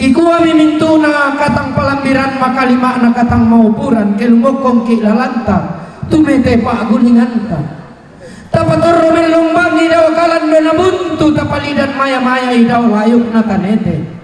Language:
Toraja-Sa'dan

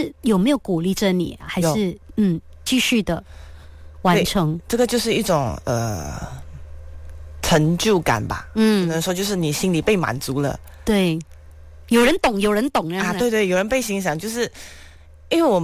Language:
Chinese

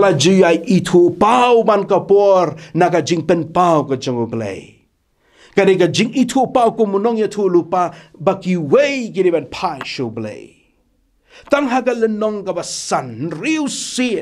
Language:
Khasi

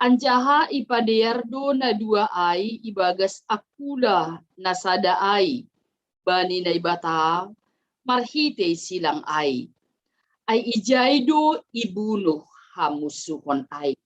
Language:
Batak Simalungun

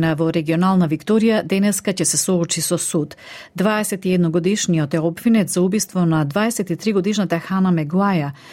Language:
Macedonian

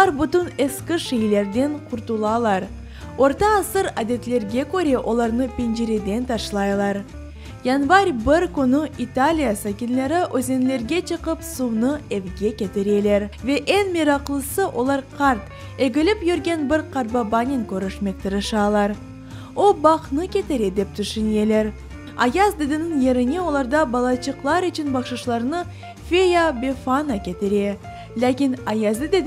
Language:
Crimean Tatar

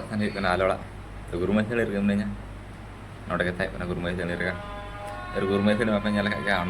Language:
Santali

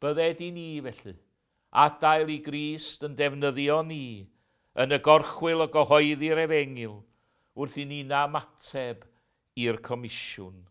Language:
Welsh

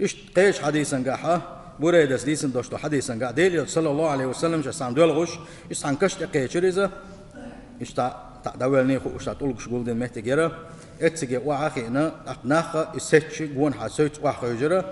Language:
Chechen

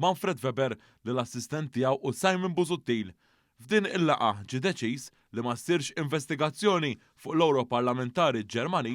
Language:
Maltese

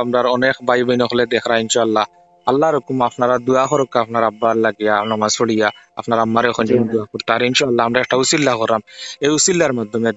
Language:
Sylheti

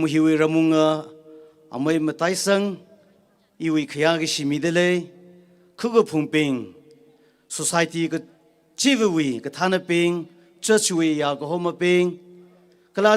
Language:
Tangkhul Naga (India)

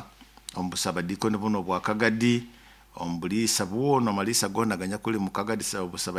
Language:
Nyoro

